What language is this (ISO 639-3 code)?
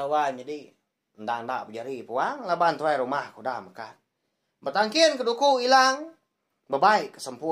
iba